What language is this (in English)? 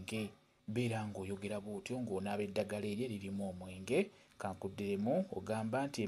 Ganda